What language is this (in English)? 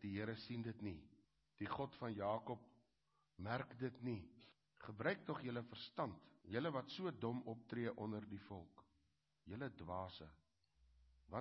Afrikaans